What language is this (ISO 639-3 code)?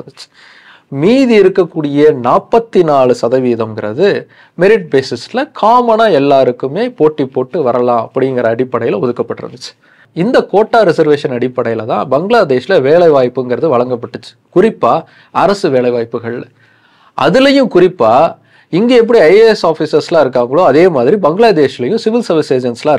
tam